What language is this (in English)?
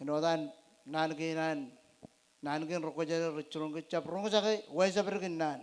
Marshallese